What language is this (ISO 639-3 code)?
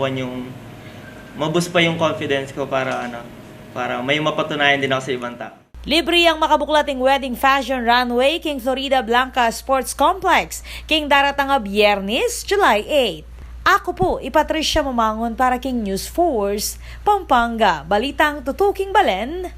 pam